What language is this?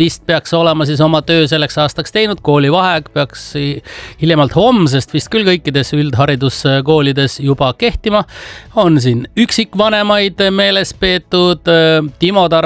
Estonian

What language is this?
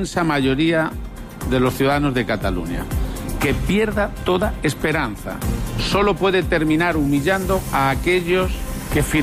Spanish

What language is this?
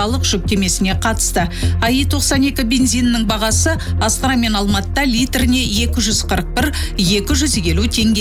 Kazakh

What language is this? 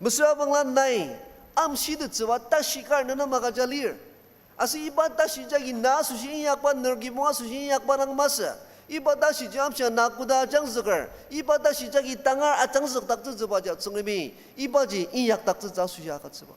Ao Naga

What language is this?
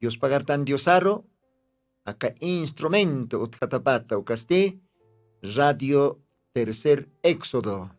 Aymara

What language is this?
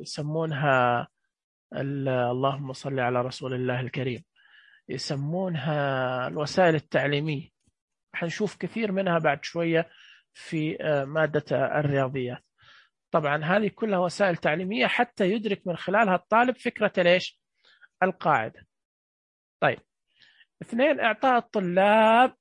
Najdi Arabic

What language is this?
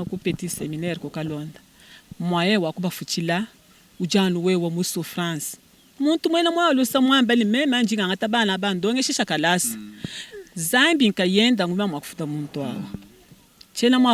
Luba-Lulua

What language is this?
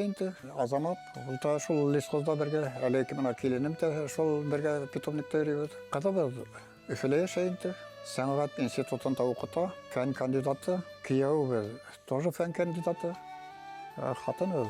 Bashkir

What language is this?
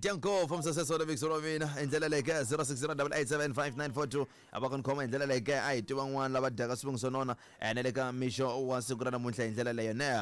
Tsonga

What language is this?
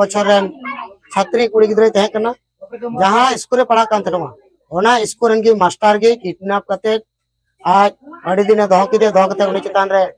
Santali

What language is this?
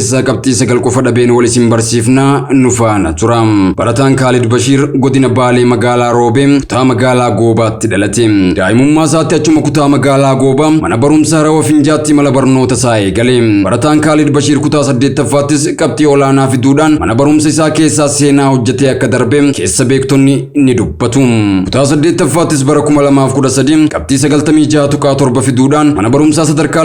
Oromo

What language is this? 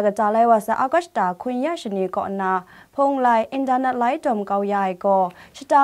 Kachin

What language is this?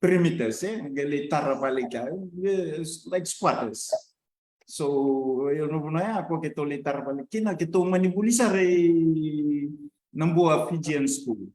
Fijian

